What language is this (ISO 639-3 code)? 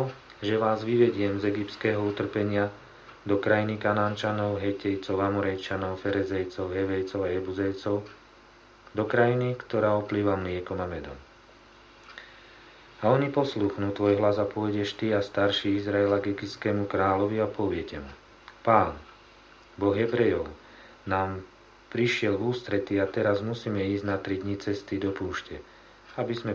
slk